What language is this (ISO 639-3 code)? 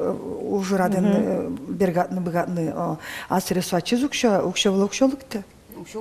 udm